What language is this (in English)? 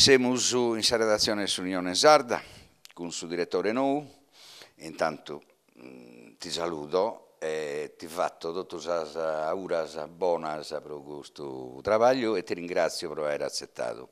Sardinian